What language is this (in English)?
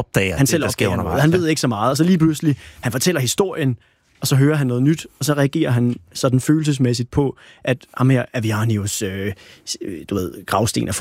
Danish